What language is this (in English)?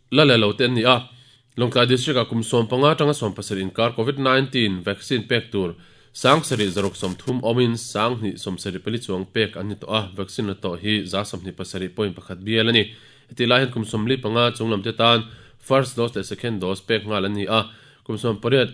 Mizo